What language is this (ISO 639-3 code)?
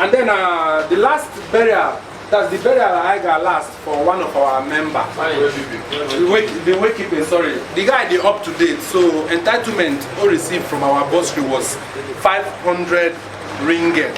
ibo